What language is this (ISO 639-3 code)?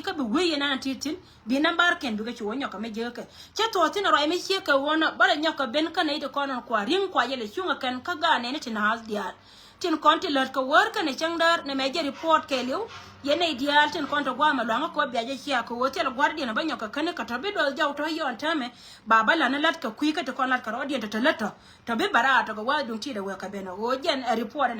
nus